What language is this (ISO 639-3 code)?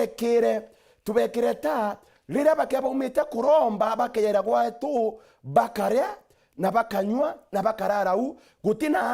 mer